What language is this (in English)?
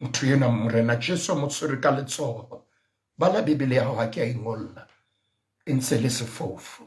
Southern Sotho